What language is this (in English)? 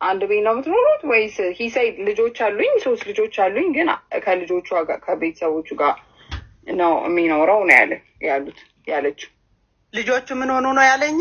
Amharic